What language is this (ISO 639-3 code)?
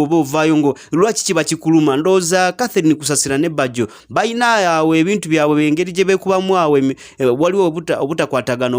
lug